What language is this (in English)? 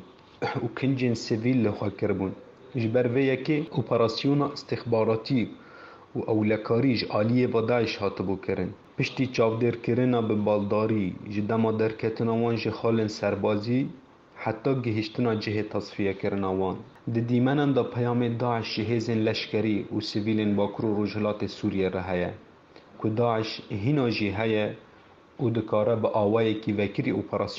Kurdish